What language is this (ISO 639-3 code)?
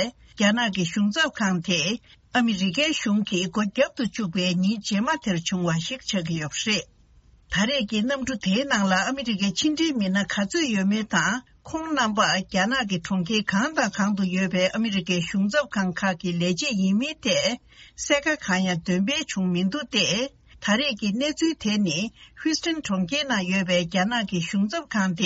bod